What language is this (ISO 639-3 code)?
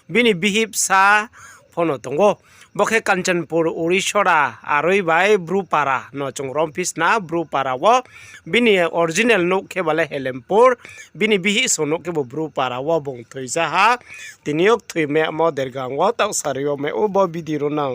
ria